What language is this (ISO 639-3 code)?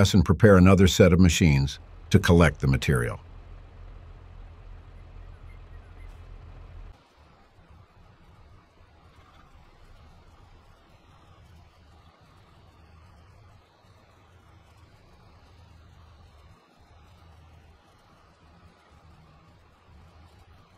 eng